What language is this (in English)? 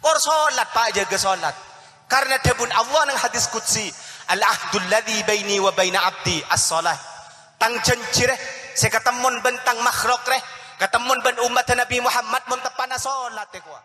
Madurese